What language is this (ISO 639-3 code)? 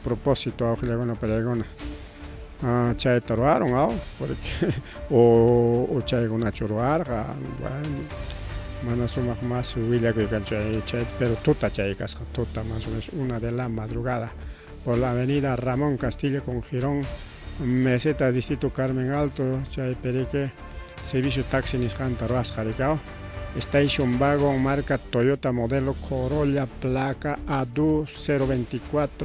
quy